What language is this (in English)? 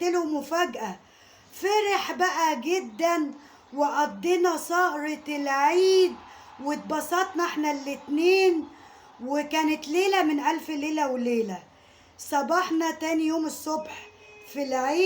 Egyptian Arabic